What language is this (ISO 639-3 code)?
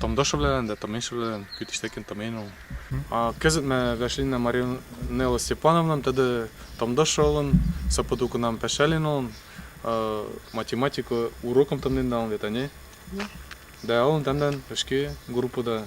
mrj